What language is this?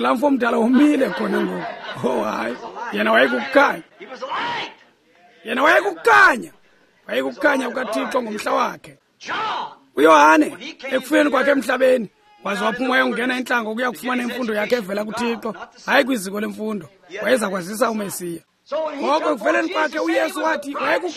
Xhosa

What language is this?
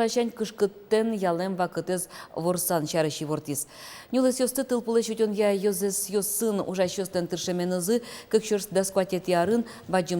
Udmurt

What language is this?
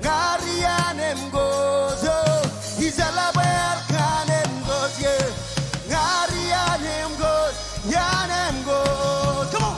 Marshallese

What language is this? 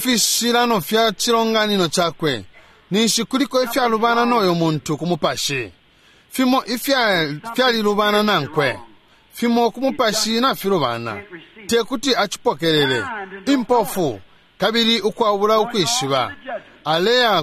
Bemba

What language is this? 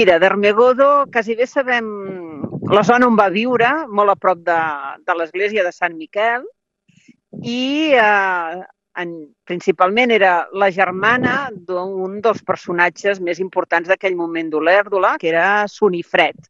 Catalan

